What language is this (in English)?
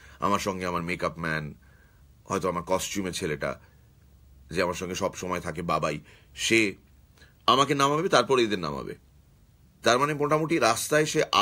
Bangla